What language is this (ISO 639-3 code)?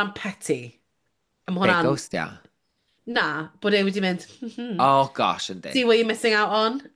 cym